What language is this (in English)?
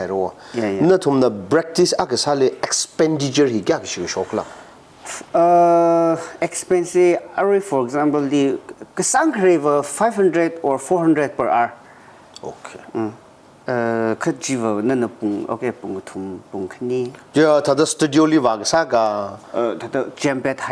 Tangkhul Naga (India)